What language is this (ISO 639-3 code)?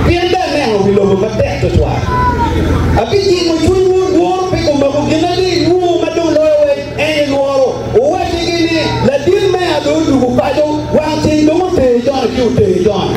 ach